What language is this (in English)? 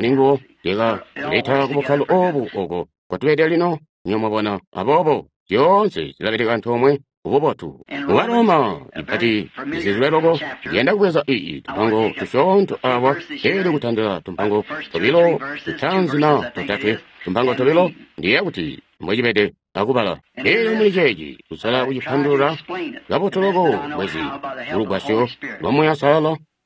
Tonga (Zambia)